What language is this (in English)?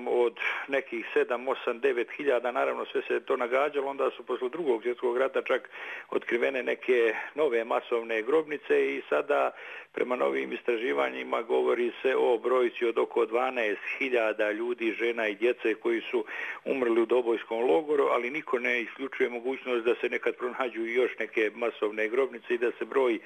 Bosnian